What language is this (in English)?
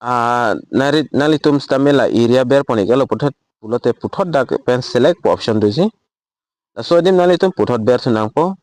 Karbi